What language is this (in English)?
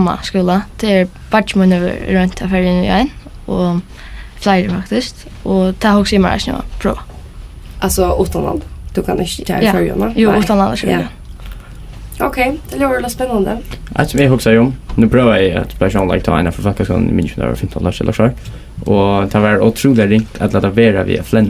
Faroese